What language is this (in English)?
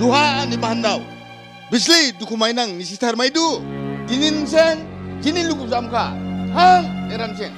Dimasa